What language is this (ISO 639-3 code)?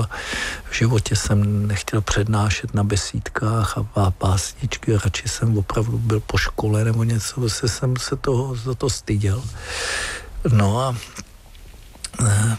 ces